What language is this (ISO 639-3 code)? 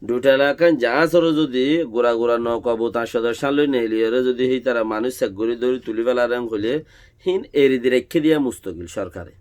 rhg